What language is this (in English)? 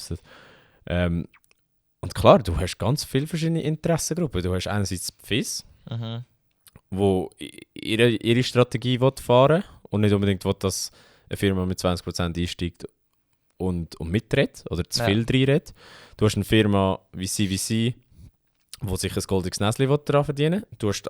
Swiss German